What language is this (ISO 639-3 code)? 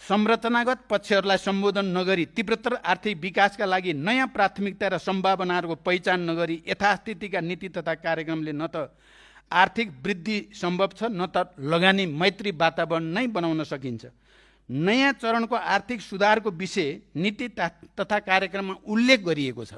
nep